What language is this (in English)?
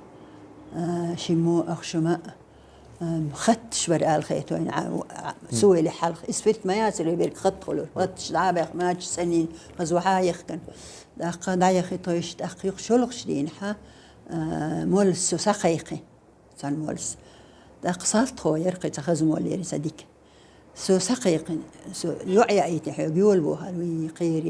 Chechen